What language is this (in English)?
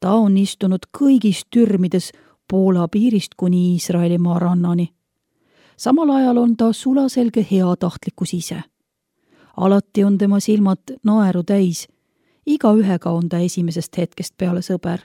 Estonian